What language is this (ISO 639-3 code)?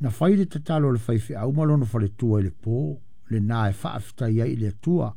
smo